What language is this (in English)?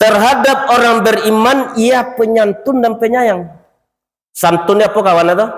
Minangkabau